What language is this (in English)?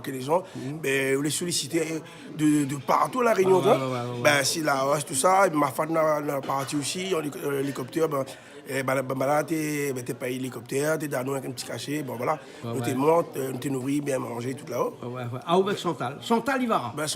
Réunion Creole French